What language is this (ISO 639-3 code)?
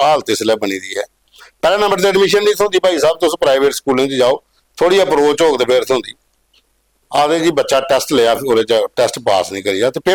doi